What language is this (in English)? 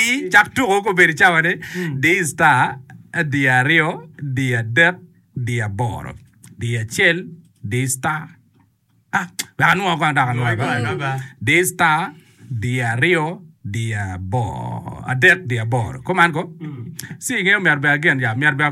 Acoli